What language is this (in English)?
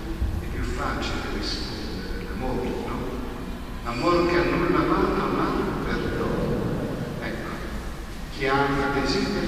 Italian